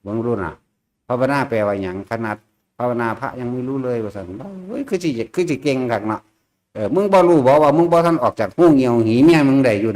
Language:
Northeastern Thai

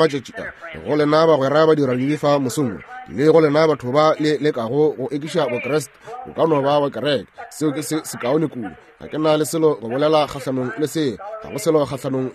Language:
Northern Sotho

